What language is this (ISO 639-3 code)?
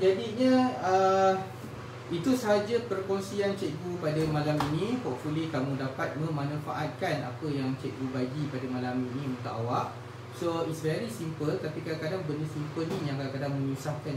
msa